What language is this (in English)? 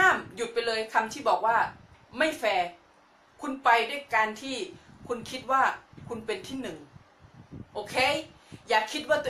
Thai